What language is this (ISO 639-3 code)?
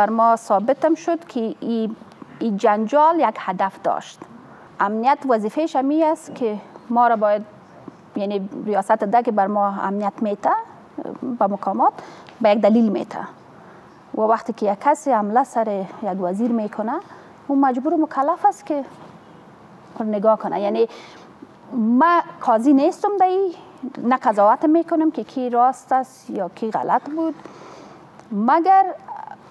fas